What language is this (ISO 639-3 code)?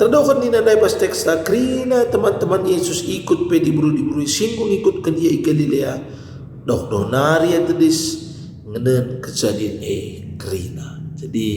btx